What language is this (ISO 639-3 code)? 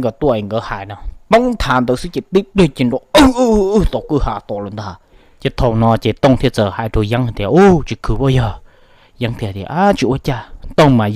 hmn